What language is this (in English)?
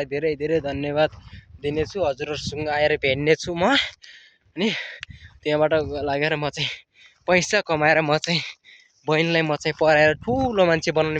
Nepali